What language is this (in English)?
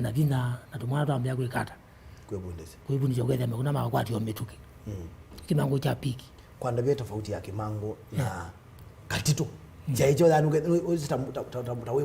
Kamba